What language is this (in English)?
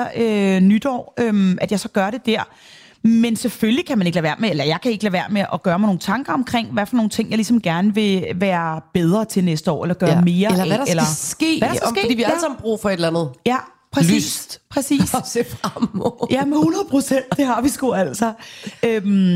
Danish